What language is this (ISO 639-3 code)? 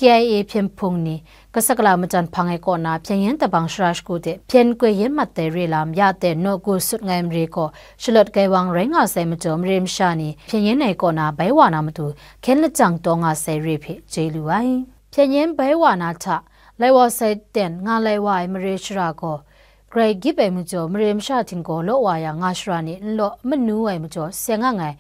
kac